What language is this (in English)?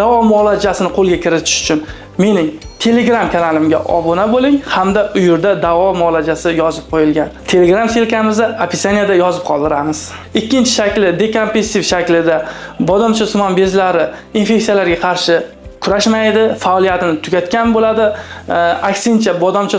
Uzbek